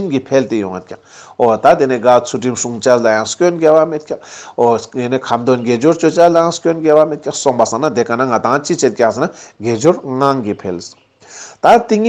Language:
Ladakhi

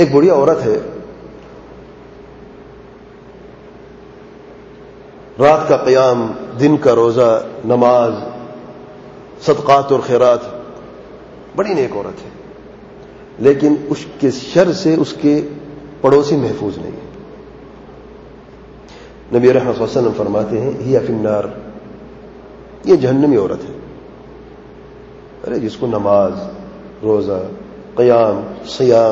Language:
Urdu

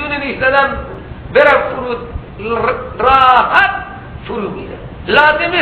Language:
Persian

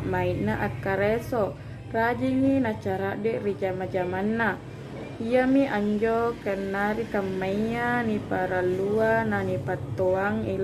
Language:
Makasar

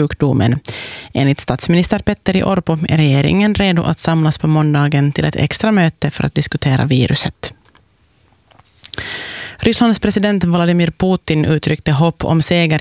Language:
Swedish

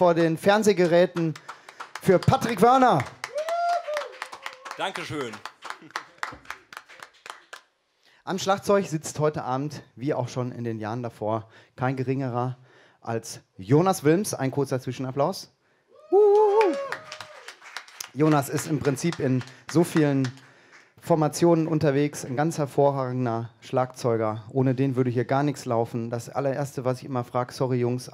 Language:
German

